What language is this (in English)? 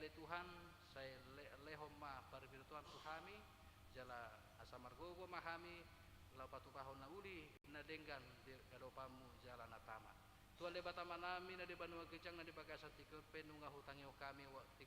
Batak Toba